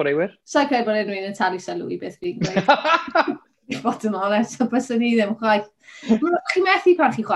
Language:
Welsh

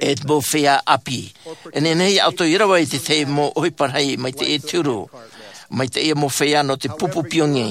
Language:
Tahitian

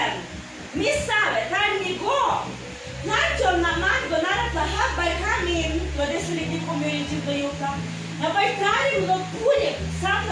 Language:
Tok Pisin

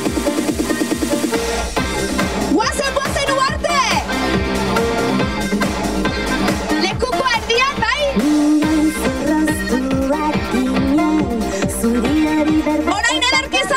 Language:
Basque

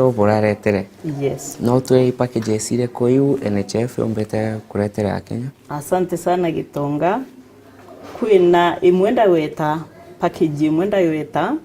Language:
Meru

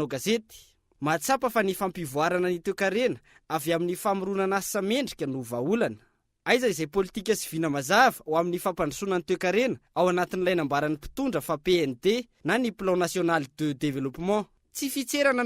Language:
Malagasy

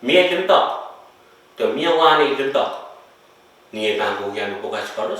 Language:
Pohnpeian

